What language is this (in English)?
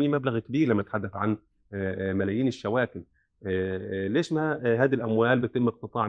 North Levantine Arabic